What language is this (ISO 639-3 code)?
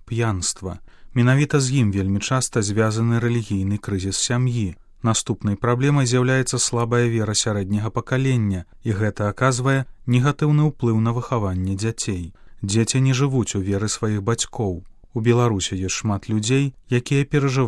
bel